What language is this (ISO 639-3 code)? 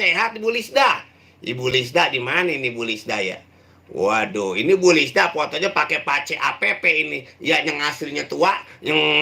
bew